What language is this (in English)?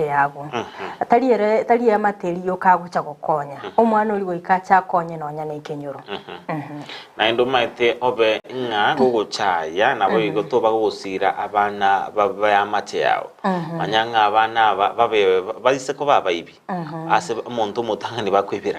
Gusii